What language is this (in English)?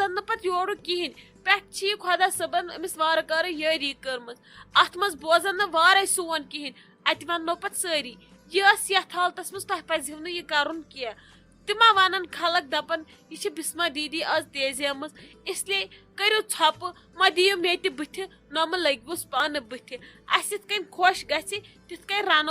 Kashmiri